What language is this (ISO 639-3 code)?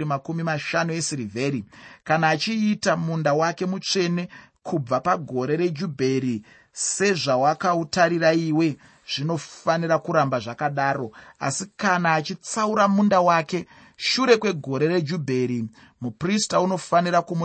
sna